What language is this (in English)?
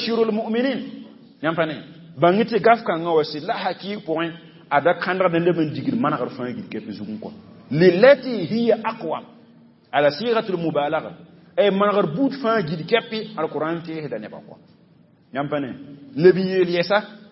Mossi